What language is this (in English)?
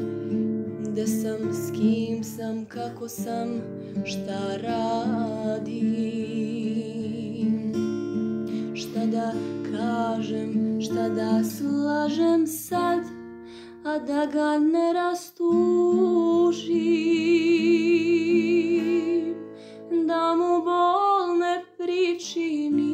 Serbian